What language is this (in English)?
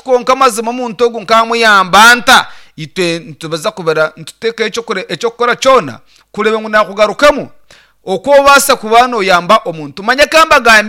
Nyankole